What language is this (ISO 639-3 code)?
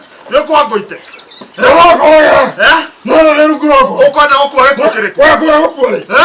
kik